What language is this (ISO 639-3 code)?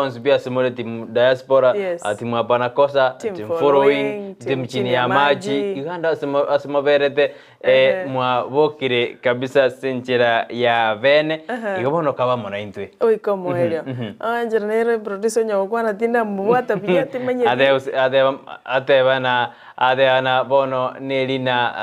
guz